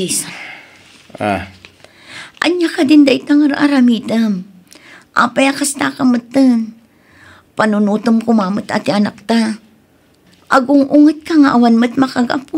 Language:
Iloko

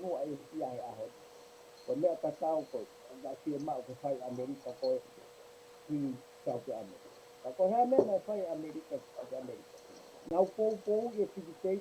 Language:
Tongan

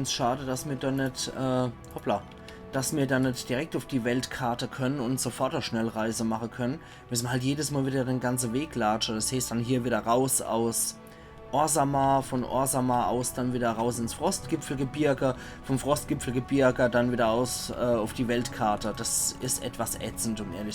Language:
Palatine German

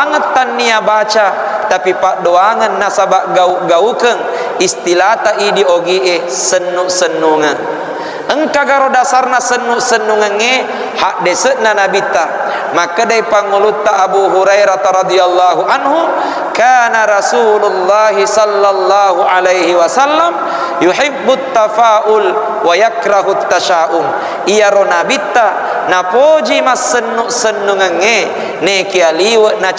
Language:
Buginese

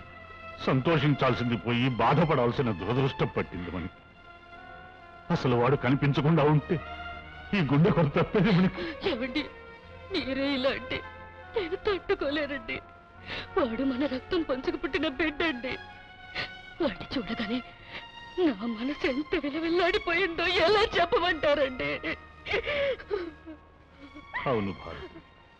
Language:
Telugu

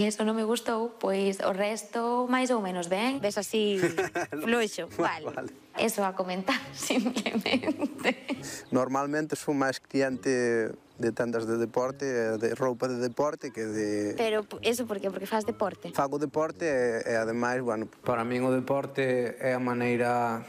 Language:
Galician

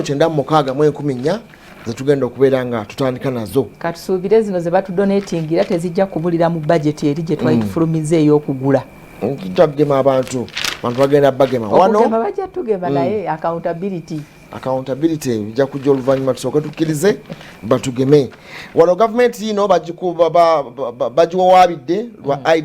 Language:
Ganda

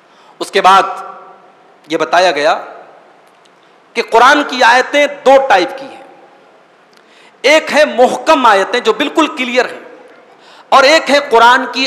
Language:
Hindi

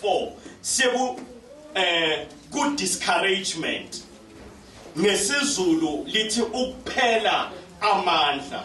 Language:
Zulu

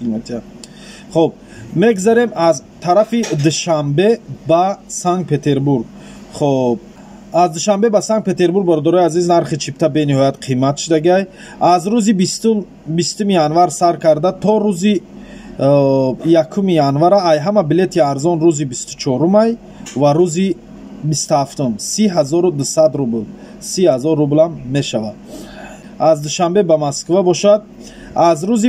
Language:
Tajik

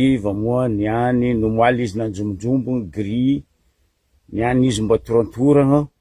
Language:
Malagasy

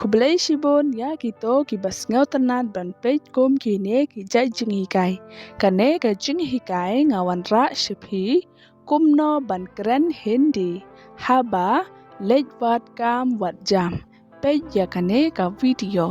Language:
Khasi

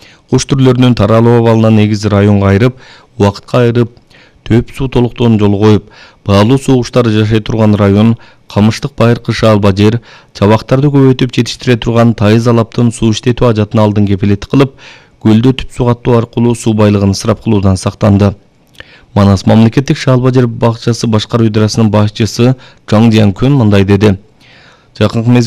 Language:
Kyrgyz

